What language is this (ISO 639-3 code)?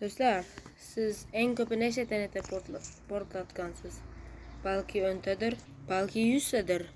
uzb